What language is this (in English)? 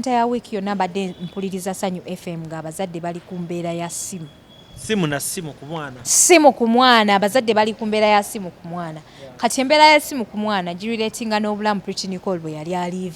Ganda